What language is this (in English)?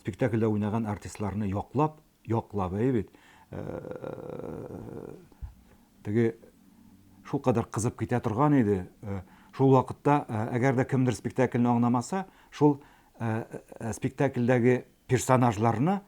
Tatar